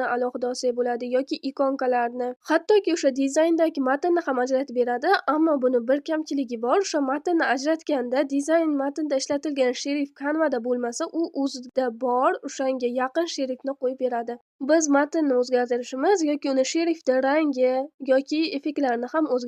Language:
Uzbek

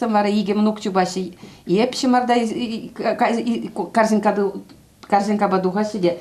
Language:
Chuvash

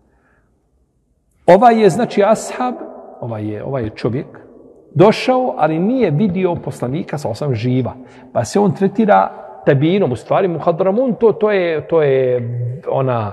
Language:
Bosnian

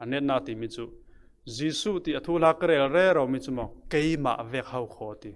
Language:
Falam Chin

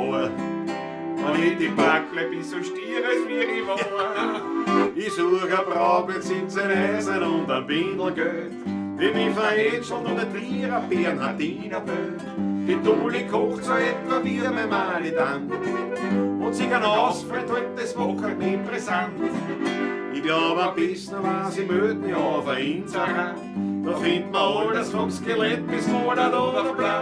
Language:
Bavarian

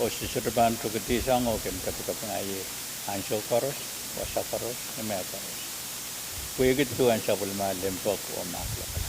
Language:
Pohnpeian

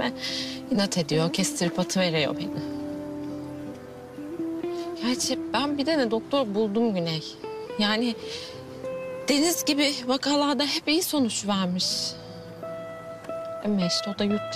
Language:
Turkish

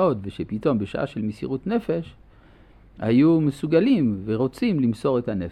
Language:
Hebrew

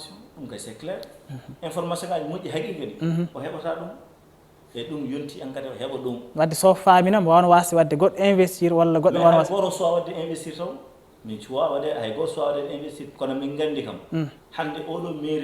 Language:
Fula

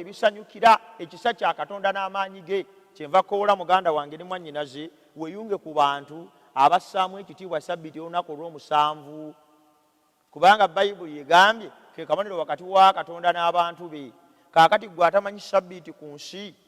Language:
Ganda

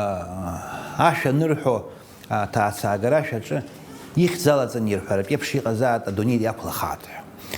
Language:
Abkhazian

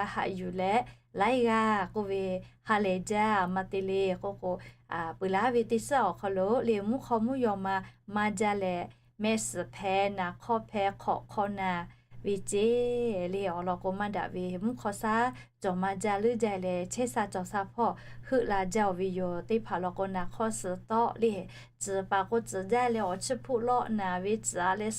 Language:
Lahu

